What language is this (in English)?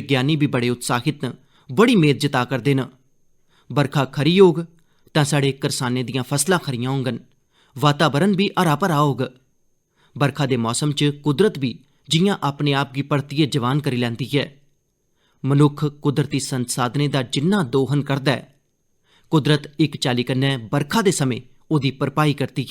Dogri